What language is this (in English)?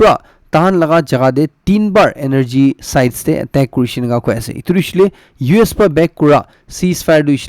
Naga Pidgin